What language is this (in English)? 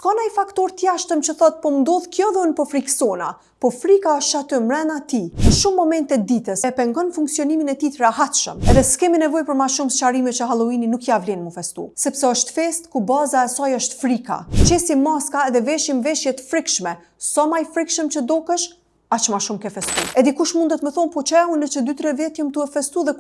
Albanian